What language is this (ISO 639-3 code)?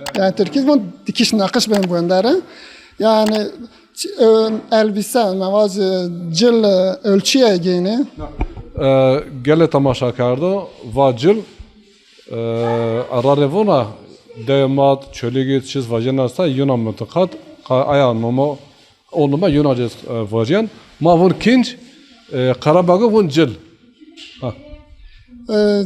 zza